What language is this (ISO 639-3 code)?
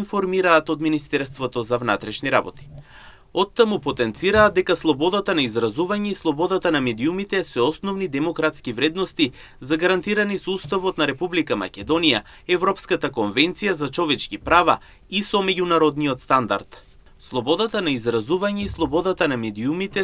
mkd